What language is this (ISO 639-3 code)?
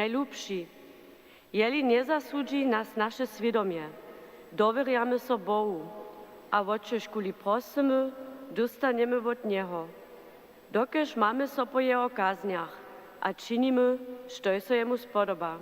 hsb